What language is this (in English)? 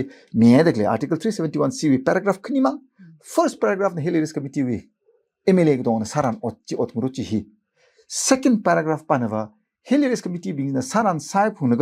Tangkhul Naga (India)